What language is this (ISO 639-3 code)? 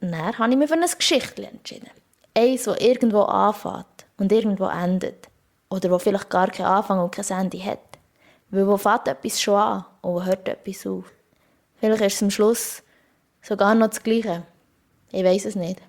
gsw